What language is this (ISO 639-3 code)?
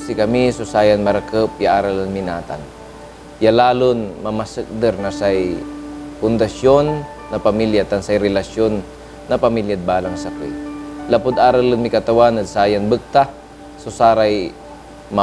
pag